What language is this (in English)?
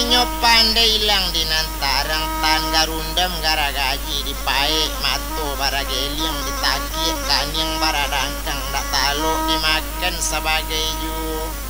Minangkabau